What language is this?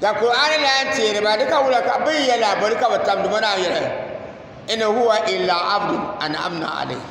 Dagbani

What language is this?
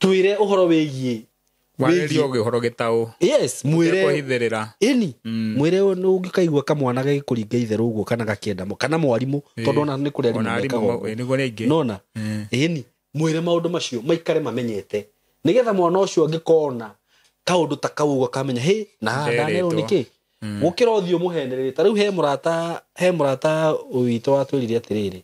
Kikuyu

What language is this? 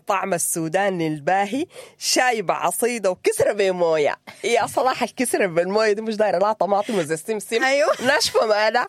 Sudanese Arabic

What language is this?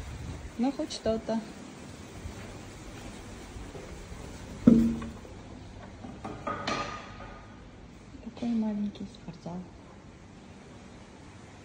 Russian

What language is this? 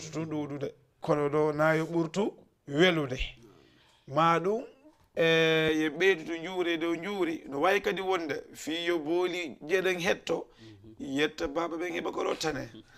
Fula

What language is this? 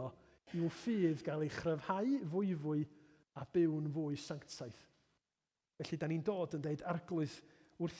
Welsh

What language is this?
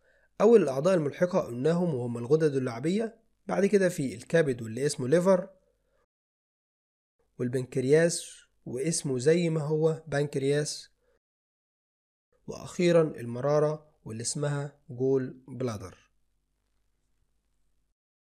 Egyptian Arabic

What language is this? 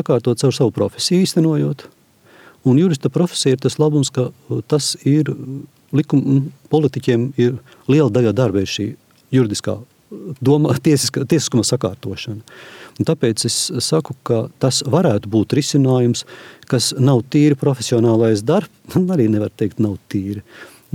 Latvian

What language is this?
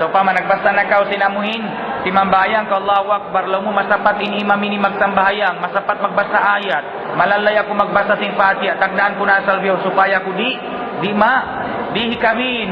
Tausug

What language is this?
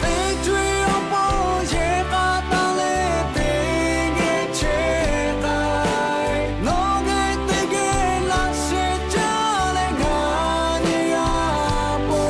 Lahu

